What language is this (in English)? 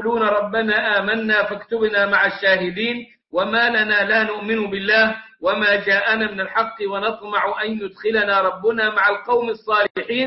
Arabic